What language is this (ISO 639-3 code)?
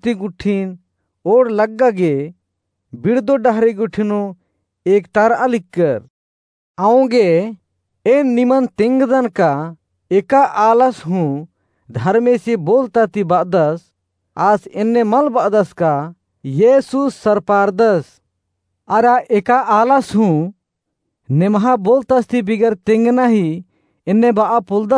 kru